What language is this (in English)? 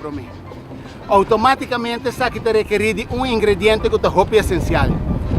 Papiamento